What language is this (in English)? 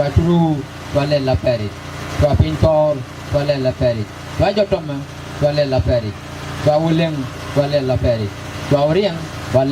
Nuer